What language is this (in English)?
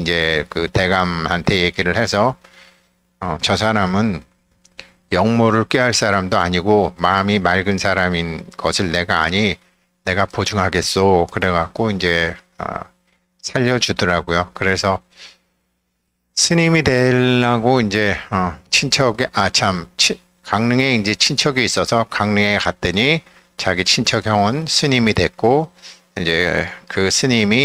Korean